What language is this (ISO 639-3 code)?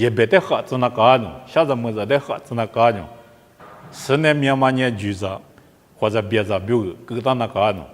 lis